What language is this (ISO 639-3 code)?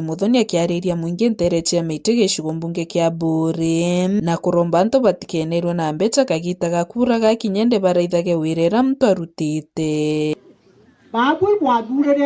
mer